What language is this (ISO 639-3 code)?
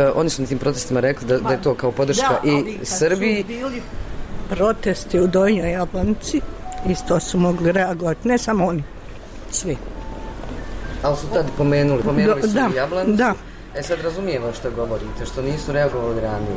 bos